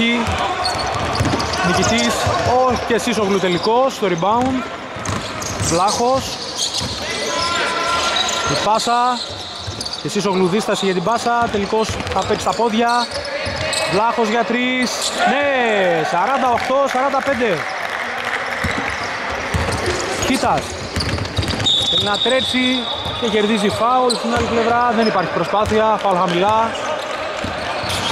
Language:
Greek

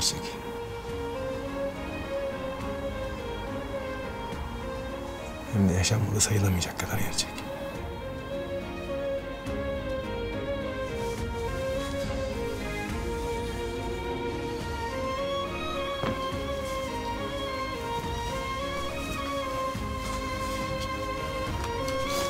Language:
Turkish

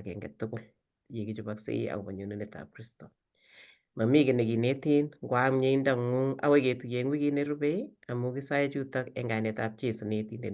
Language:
Kalenjin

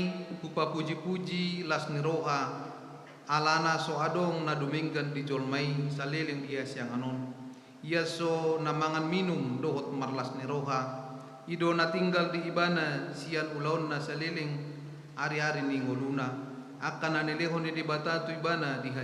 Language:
Batak Toba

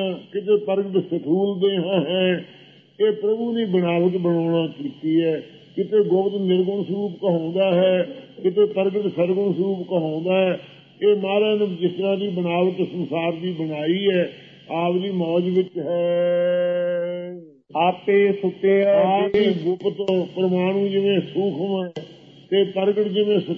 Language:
Punjabi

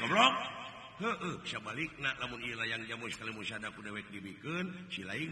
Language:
Sundanese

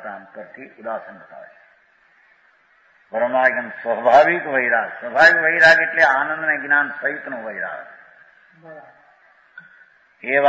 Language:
Gujarati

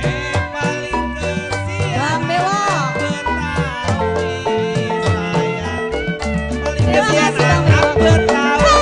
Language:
Betawi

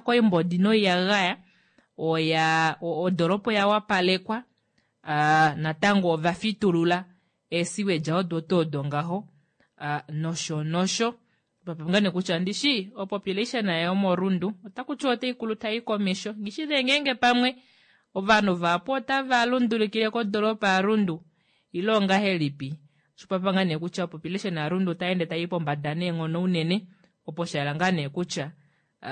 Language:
Kuanyama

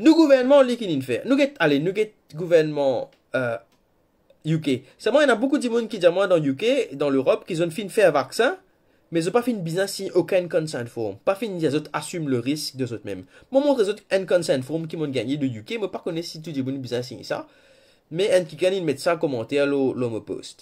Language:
Morisyen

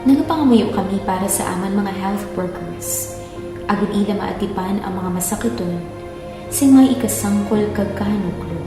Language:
Hiligaynon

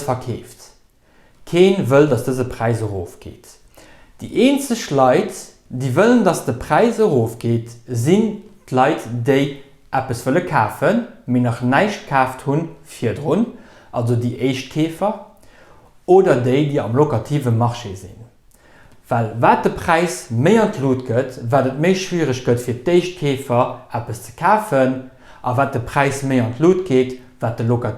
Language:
Luxembourgish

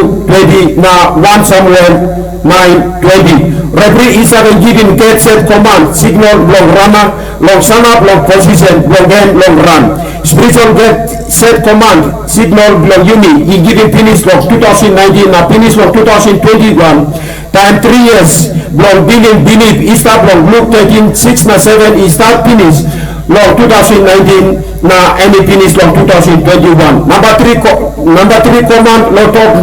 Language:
Tok Pisin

